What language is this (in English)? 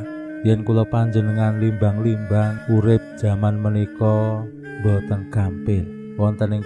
Javanese